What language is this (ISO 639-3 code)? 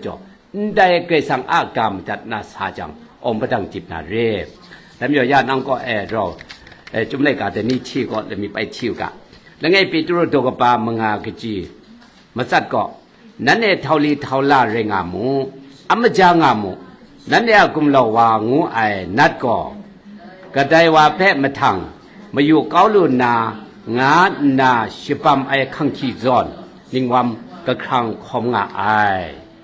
kac